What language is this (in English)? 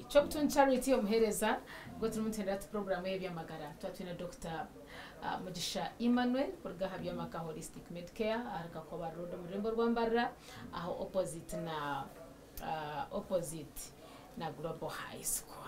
Nyankole